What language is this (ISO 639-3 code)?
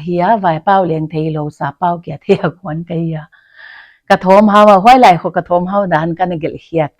pck